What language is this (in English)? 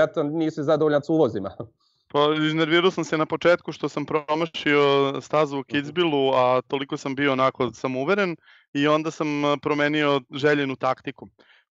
Croatian